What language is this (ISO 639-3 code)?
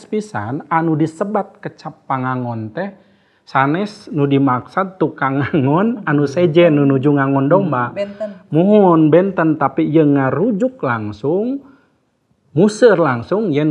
sun